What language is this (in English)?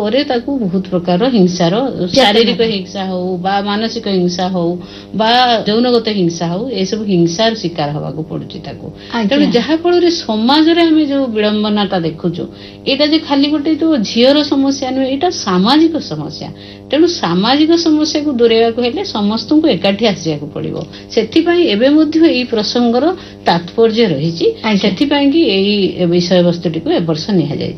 Odia